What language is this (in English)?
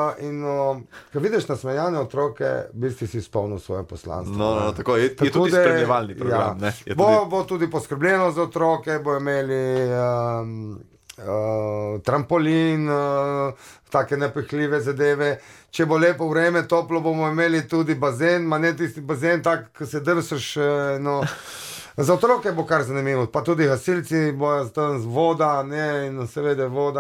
Slovenian